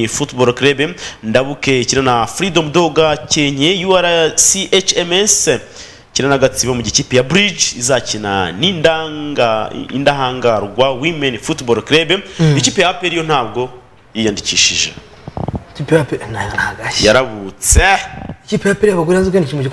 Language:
Kinyarwanda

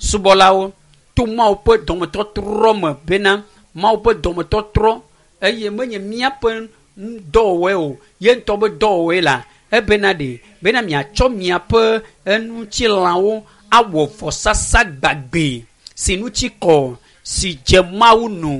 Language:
Ewe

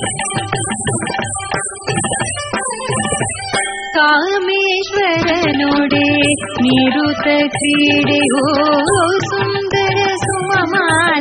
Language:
Kannada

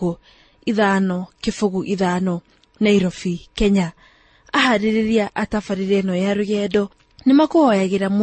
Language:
Kikuyu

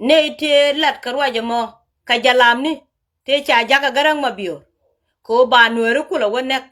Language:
Nuer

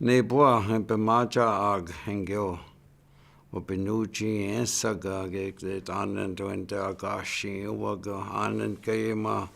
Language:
Chippewa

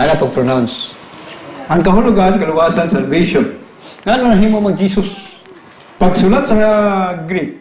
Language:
Cebuano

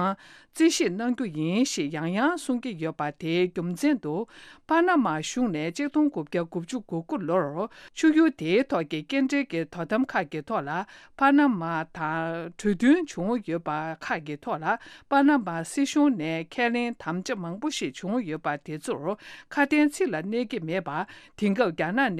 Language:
Tibetan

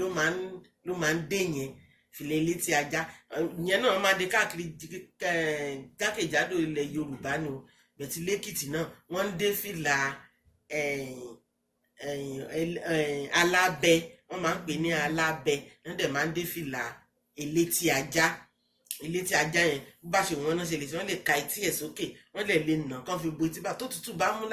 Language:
Yoruba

